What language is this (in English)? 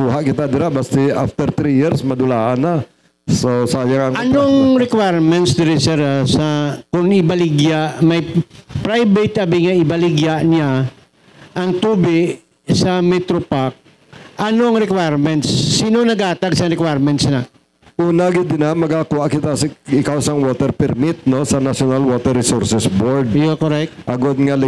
Hiligaynon